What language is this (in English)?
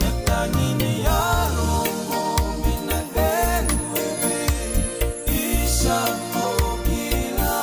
Fijian